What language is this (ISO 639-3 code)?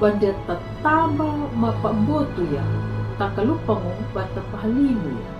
xbr